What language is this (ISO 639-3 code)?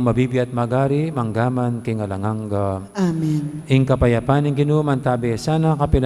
pam